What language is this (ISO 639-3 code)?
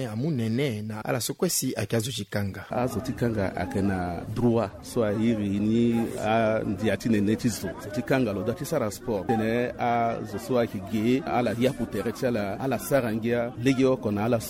sag